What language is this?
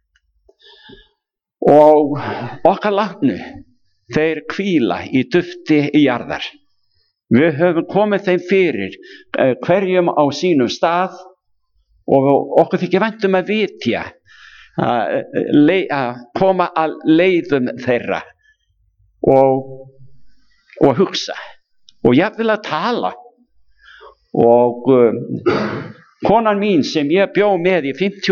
Icelandic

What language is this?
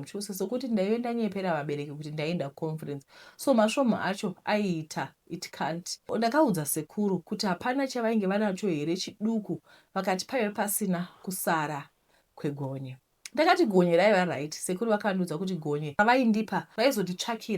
Shona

